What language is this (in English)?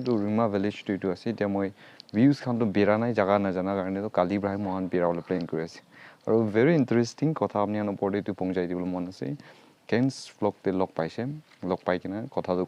Naga Pidgin